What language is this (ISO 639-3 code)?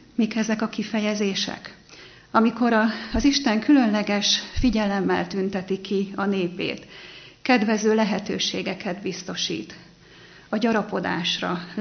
hun